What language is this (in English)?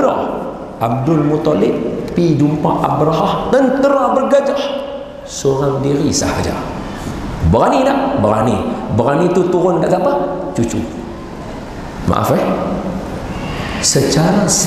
Malay